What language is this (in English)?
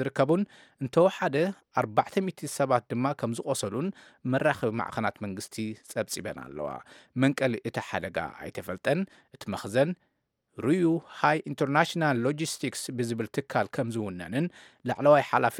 Tigrinya